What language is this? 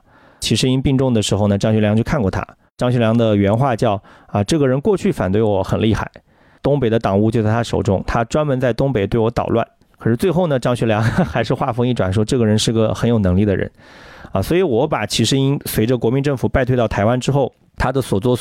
Chinese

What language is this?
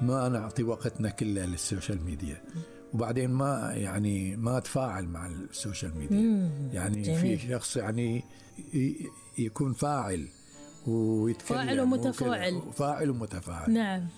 Gulf Arabic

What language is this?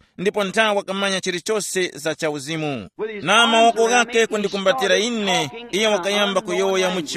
Tumbuka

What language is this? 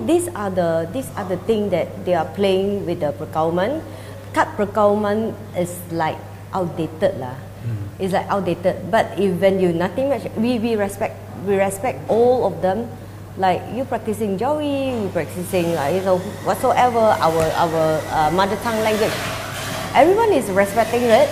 Malay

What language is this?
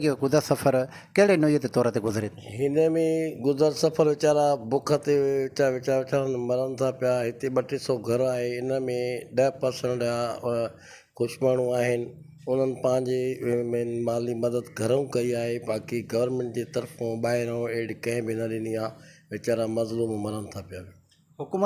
Sindhi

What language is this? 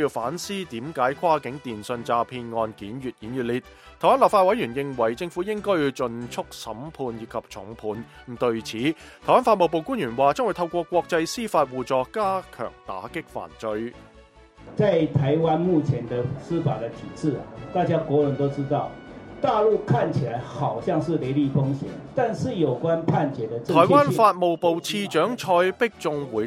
Cantonese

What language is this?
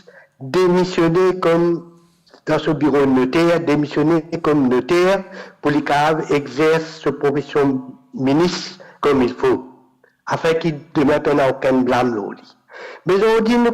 Morisyen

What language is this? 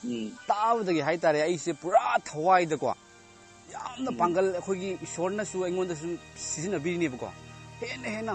Manipuri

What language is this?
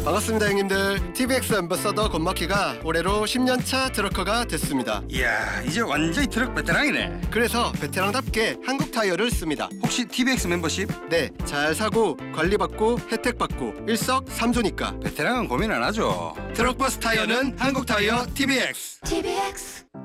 Korean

